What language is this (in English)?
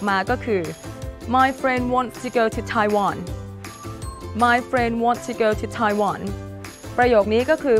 Thai